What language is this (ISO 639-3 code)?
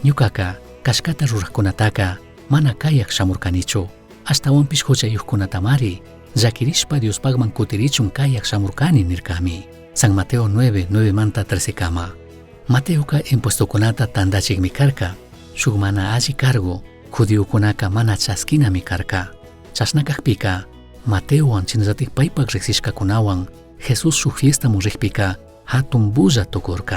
qug